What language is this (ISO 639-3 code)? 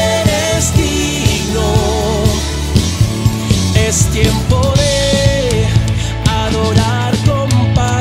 spa